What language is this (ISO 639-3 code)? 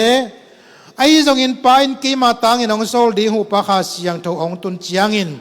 ctd